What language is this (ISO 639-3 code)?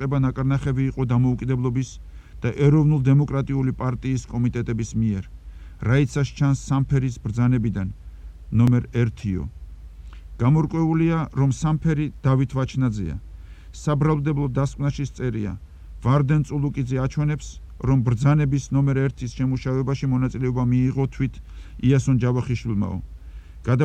kat